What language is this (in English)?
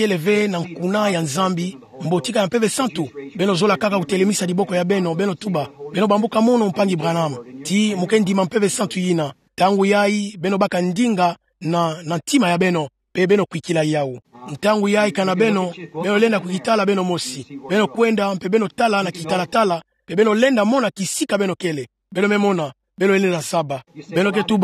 Kituba (Democratic Republic of Congo)